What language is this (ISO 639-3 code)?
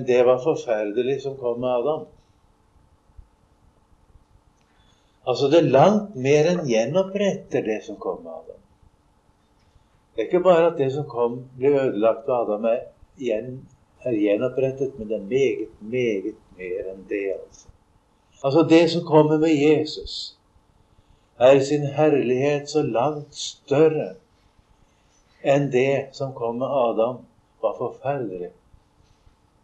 nor